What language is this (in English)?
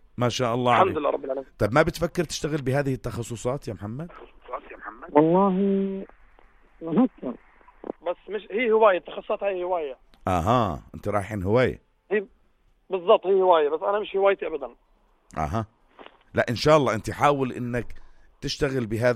North Levantine Arabic